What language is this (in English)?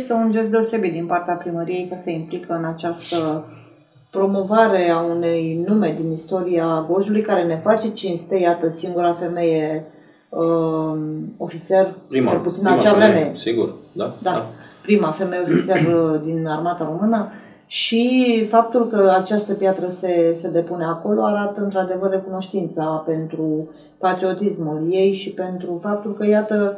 Romanian